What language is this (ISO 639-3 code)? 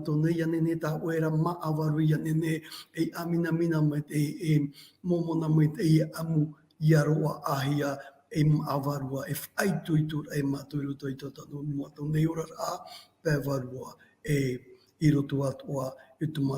tah